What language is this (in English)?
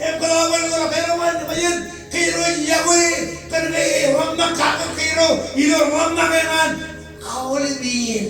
Marshallese